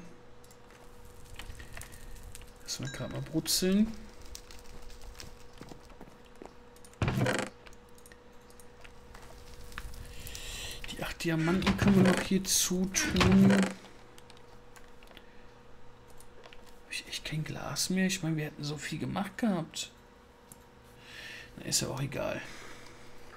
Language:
German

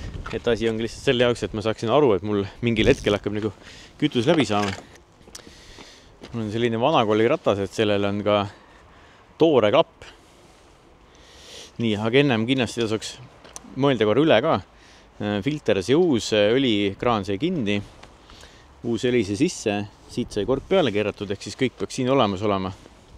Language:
Estonian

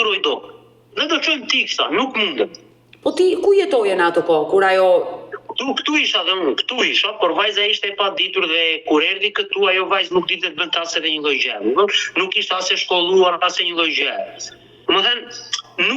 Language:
Albanian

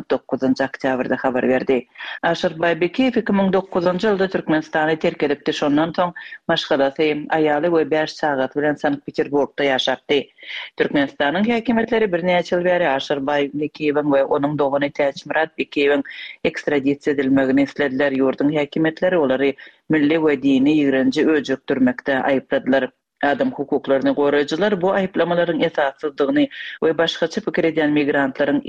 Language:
Turkmen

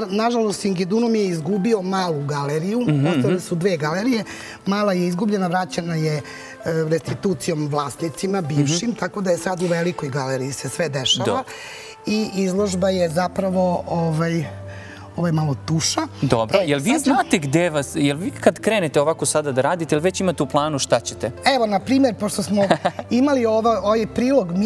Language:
Serbian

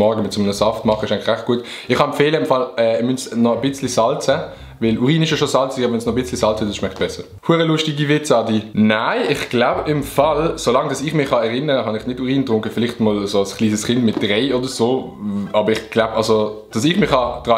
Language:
Swiss German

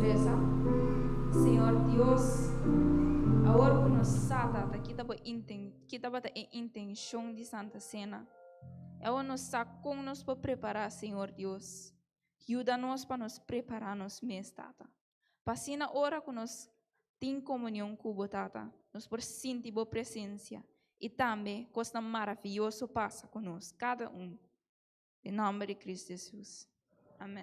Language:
Papiamento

